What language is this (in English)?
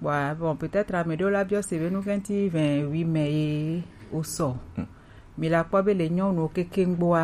Gen